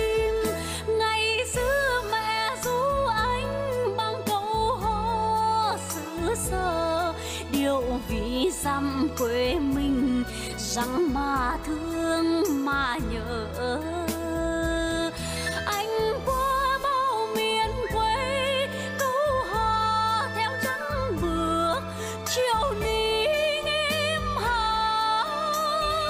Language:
Vietnamese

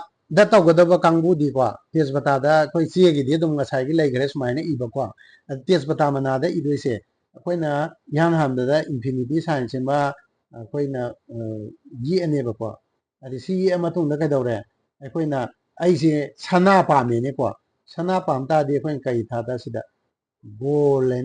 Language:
Manipuri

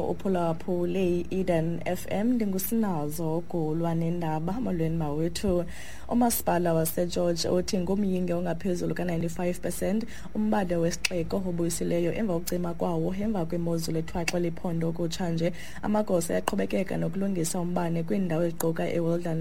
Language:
Xhosa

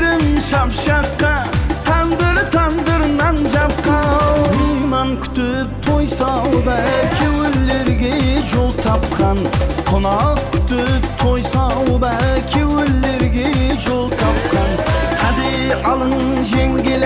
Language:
Kara-Kalpak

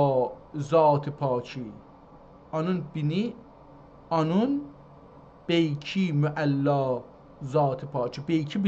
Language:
South Azerbaijani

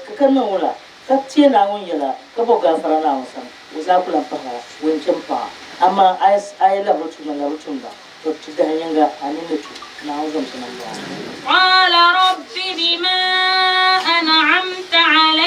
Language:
Dagbani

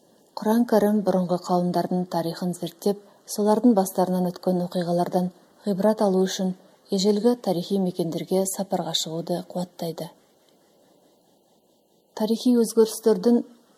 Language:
Kazakh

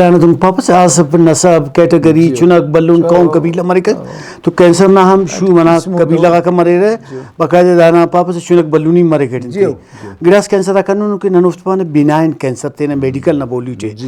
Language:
Brahui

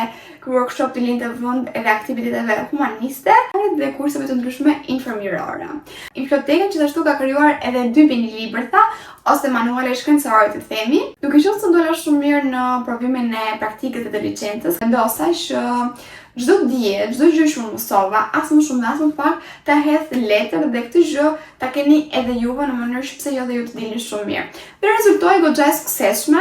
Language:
Albanian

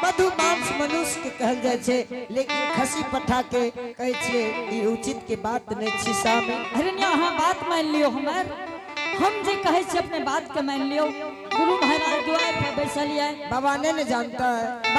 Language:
Angika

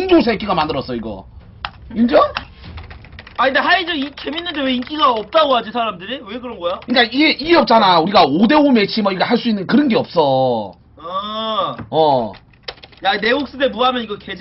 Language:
Korean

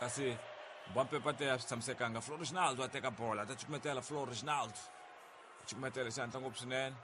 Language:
Tsonga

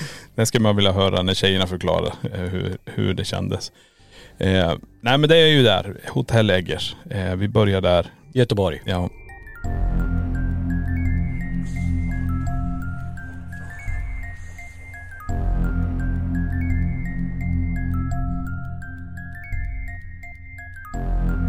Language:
Swedish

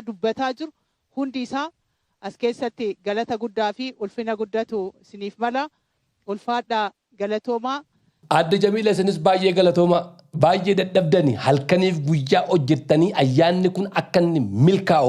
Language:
Oromo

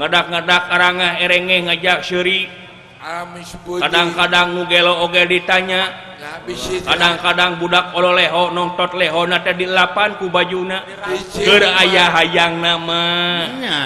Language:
Sundanese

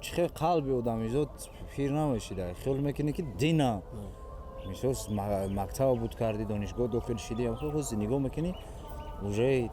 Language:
Tajik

